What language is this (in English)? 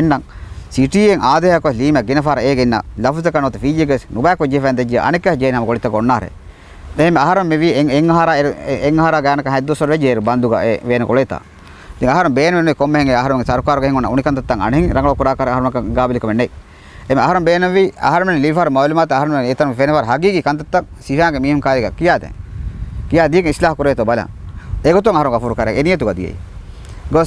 Divehi